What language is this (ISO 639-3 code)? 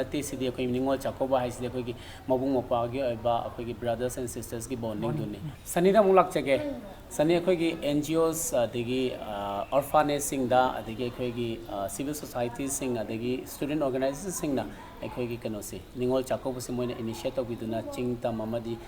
mni